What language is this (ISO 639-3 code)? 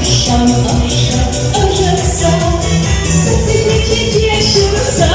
chv